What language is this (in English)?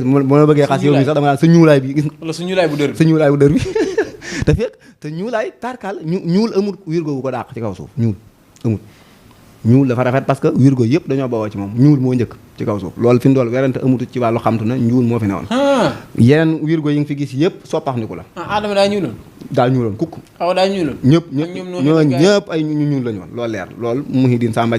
Wolof